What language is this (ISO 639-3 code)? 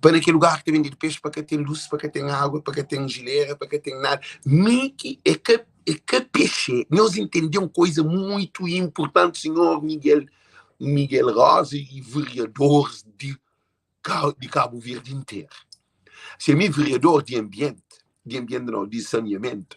kea